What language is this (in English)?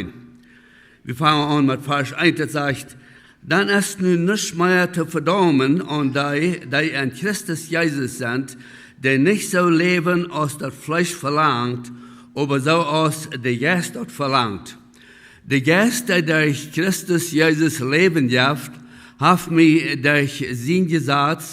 Plautdietsch